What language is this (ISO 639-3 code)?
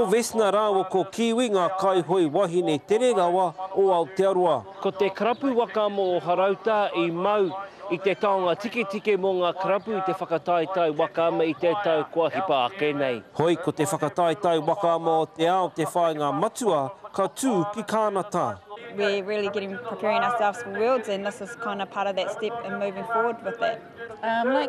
mri